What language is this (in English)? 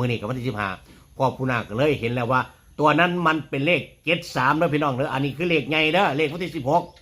Northeastern Thai